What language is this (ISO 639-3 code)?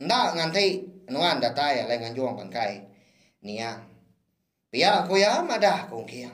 iba